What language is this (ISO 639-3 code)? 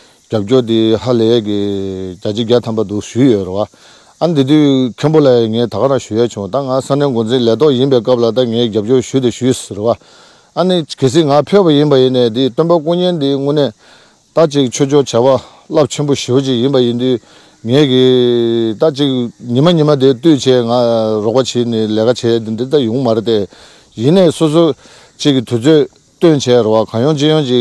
bod